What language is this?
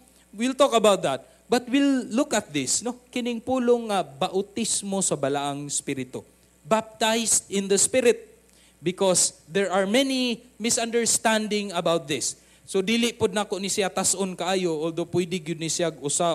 Cebuano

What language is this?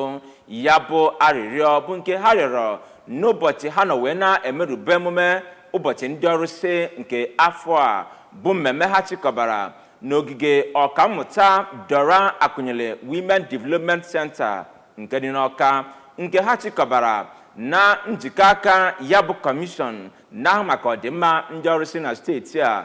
Igbo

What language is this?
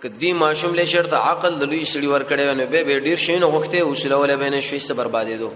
Pashto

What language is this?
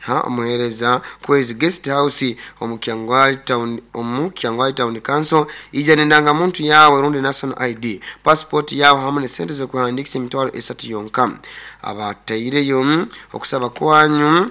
Nyoro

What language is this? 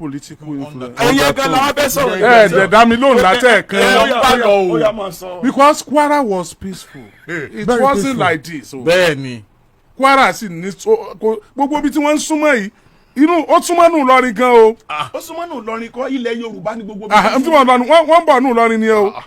Yoruba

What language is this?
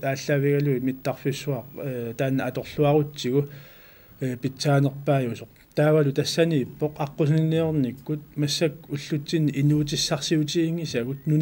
Kalaallisut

